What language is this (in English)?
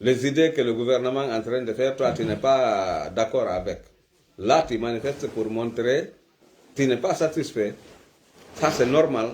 Pular